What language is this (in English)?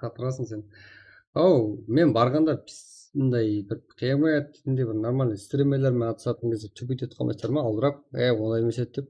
Kara-Kalpak